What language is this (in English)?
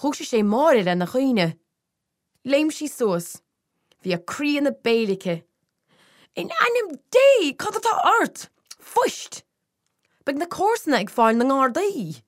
Irish